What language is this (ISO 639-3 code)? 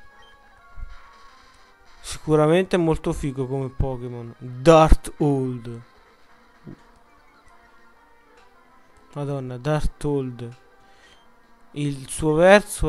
ita